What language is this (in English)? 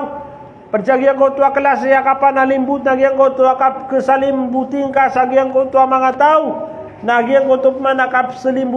Maranao